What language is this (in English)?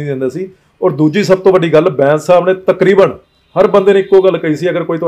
Punjabi